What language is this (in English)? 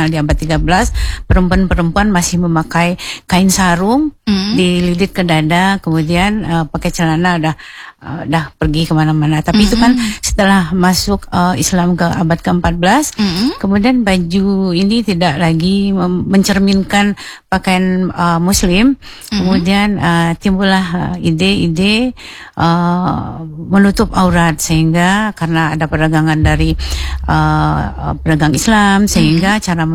Indonesian